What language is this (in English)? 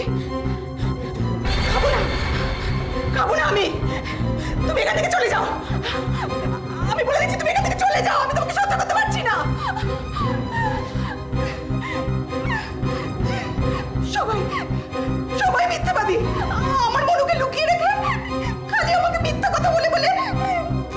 Bangla